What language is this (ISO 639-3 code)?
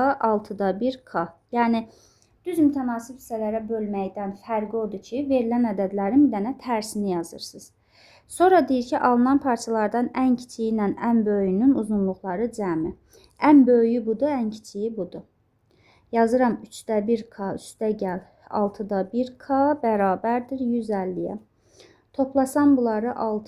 aze